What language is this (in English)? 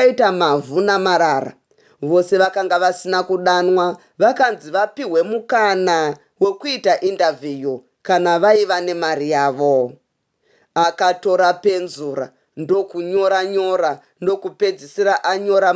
Shona